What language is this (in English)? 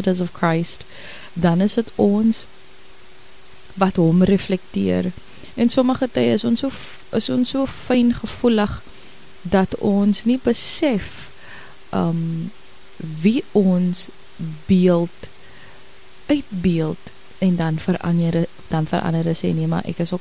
Afrikaans